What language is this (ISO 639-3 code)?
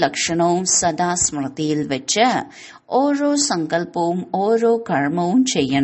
mal